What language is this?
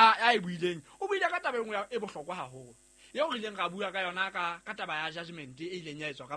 Southern Sotho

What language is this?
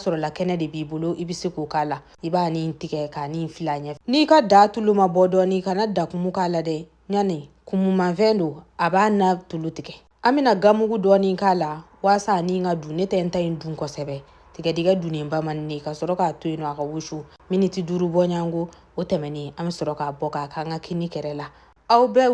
Bambara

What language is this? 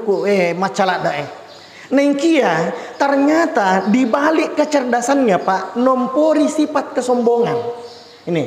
Buginese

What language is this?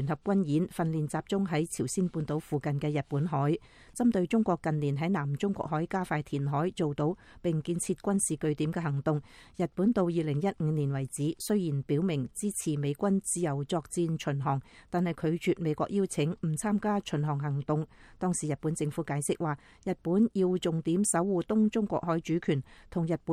Cantonese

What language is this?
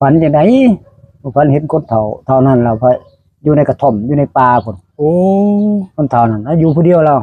Northeastern Thai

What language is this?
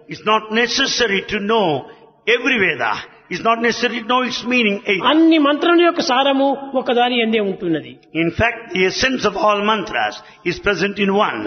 Telugu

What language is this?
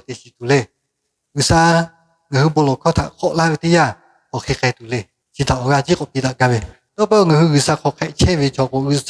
Lahu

